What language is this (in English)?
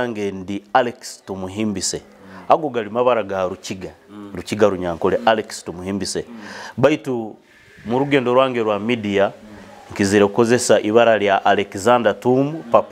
Nyoro